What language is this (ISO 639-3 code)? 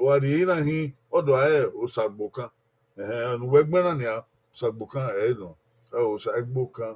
bin